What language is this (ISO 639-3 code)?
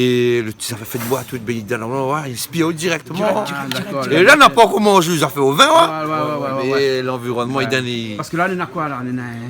rcf